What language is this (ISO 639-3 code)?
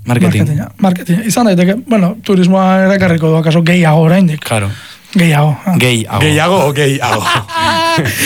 eus